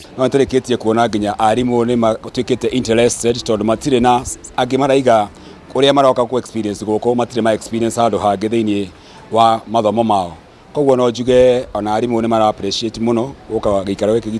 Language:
Kikuyu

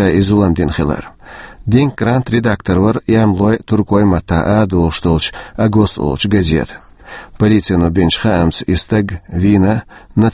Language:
Chechen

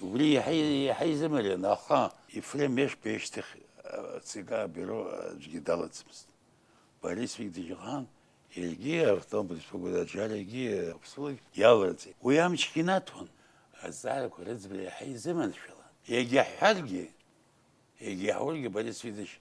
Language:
Abkhazian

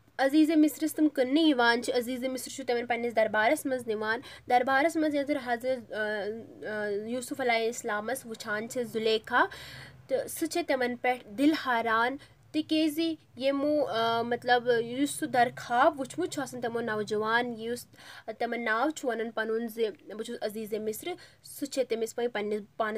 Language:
Kashmiri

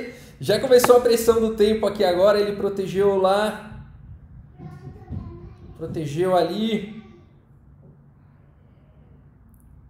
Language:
Portuguese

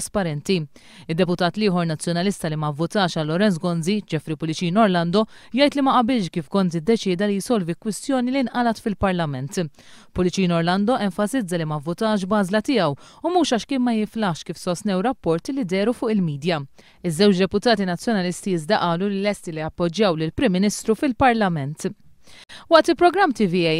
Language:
Maltese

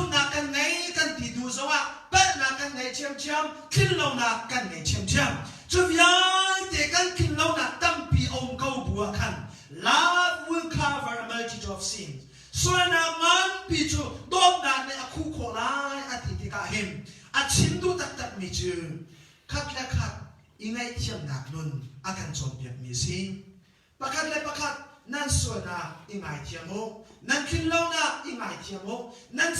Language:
Hakha Chin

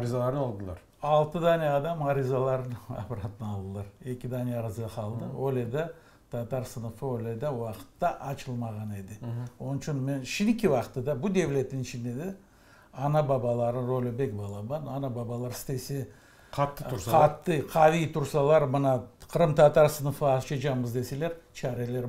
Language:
Crimean Tatar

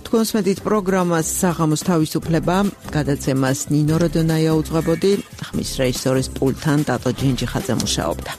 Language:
Georgian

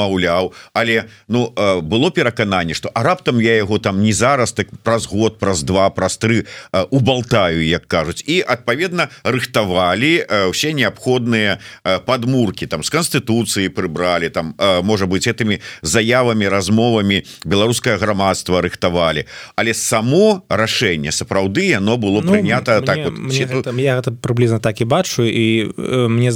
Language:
Belarusian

